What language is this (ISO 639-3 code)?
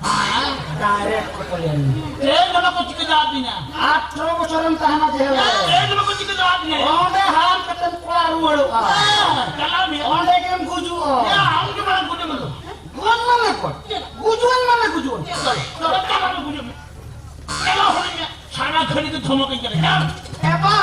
sat